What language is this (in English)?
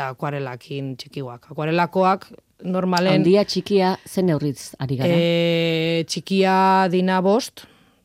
Basque